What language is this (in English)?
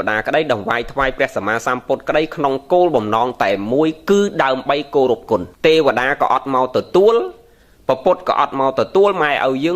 Khmer